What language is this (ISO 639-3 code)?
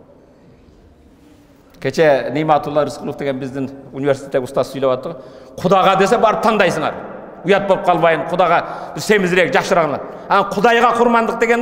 kir